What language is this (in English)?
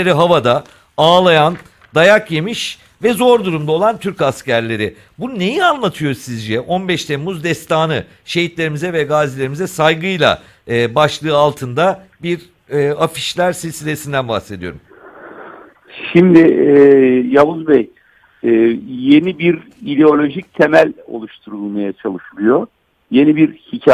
Turkish